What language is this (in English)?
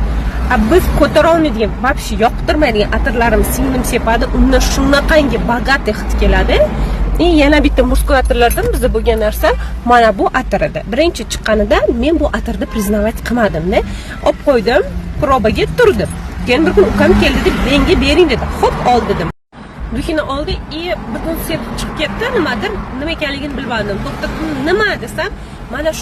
Uzbek